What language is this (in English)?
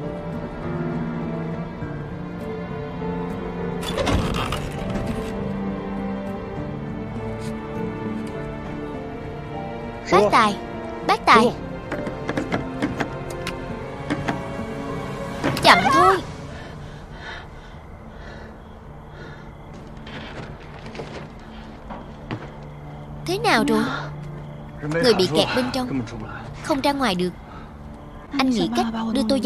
Vietnamese